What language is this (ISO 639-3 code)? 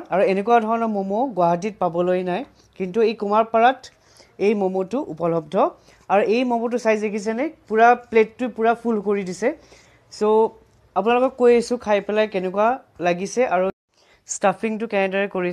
asm